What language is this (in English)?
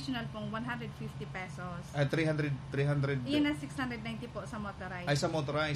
Bikol